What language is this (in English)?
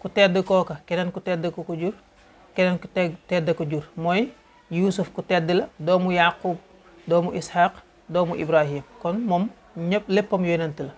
Wolof